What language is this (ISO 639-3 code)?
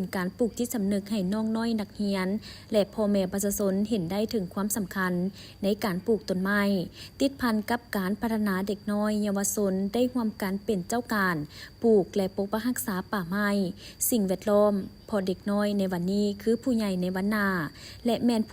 lao